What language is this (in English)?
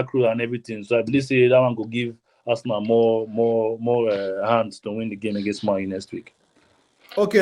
Nigerian Pidgin